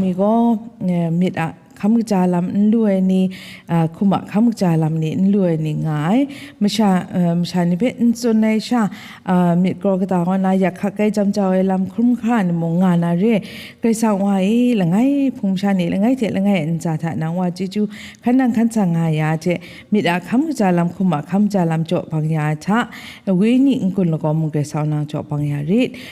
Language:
Kachin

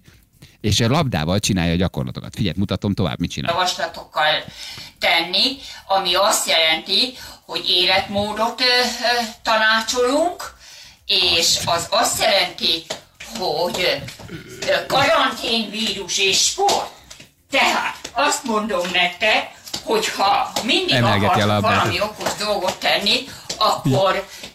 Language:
Hungarian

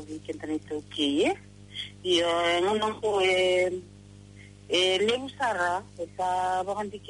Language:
Fijian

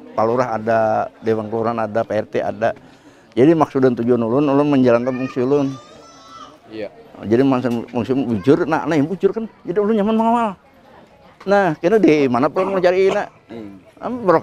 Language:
Banjar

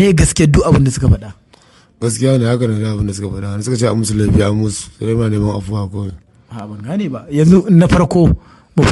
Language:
Hausa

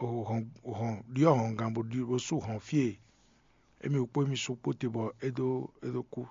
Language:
Fon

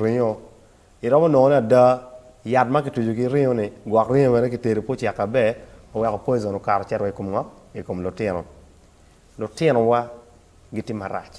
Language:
Acoli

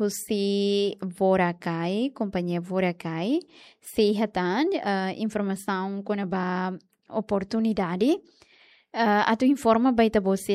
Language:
Tetum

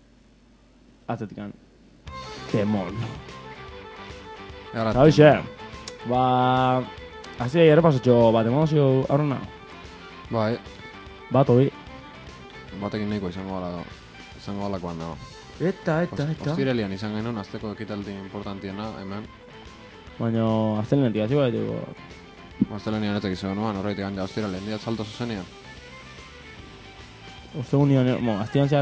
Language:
Basque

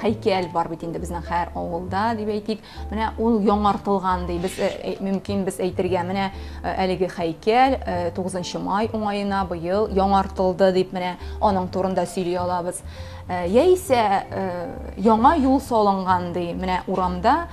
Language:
Tatar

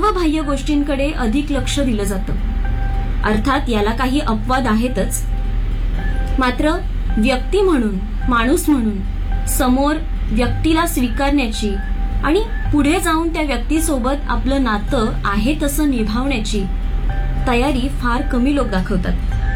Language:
Marathi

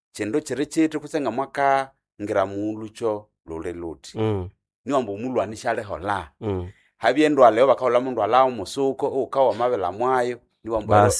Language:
Nande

